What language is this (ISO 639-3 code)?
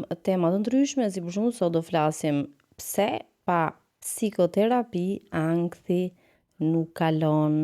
sqi